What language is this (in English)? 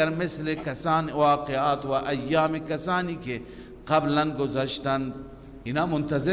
Persian